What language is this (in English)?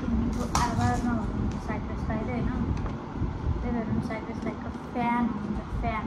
Nepali